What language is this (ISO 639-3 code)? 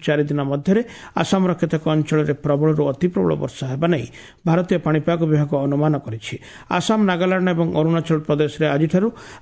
ori